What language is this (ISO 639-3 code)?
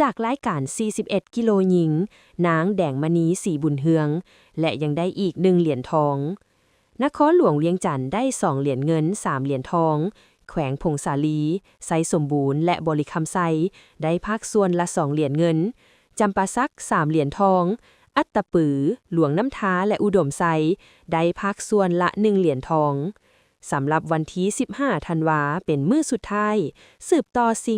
lao